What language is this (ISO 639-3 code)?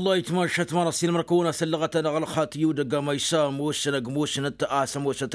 taq